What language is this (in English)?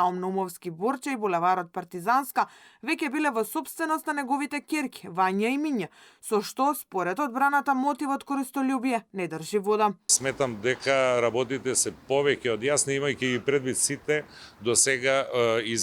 Macedonian